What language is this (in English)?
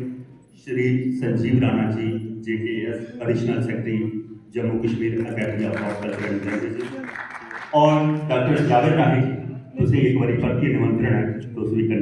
Dogri